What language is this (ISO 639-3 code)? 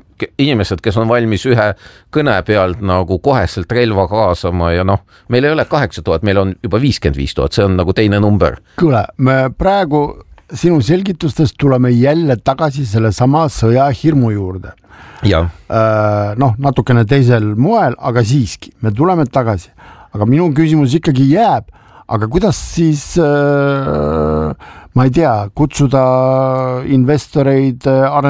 est